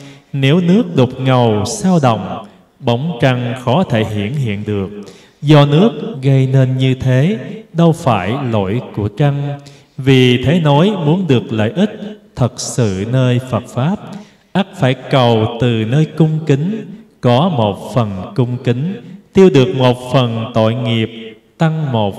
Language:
Vietnamese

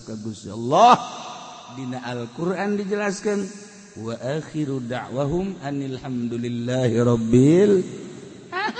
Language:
Sundanese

